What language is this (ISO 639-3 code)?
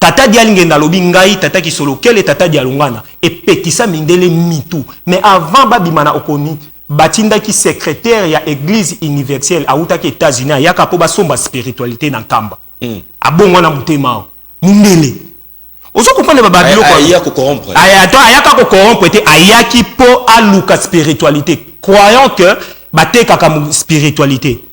lin